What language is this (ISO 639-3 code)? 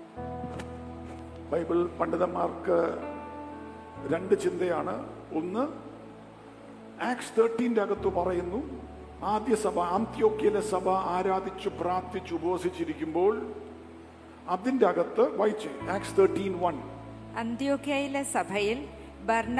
mal